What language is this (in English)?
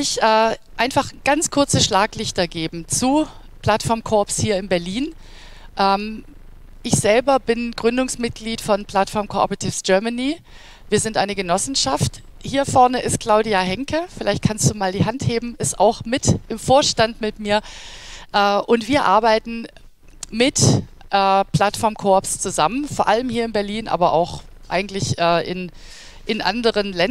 German